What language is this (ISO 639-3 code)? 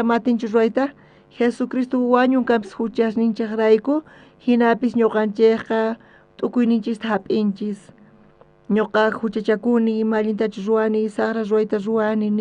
quh